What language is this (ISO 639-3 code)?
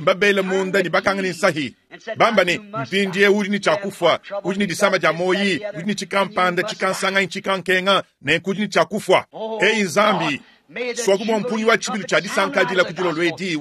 lua